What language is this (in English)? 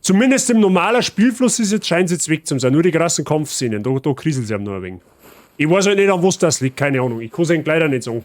Bavarian